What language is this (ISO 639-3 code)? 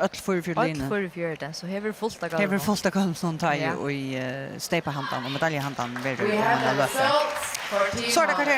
fao